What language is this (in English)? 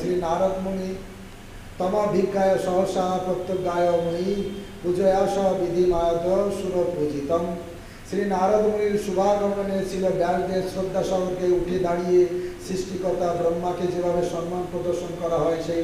Bangla